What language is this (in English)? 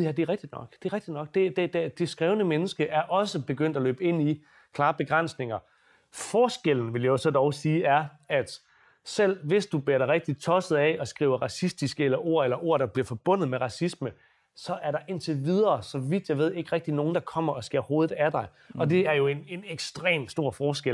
Danish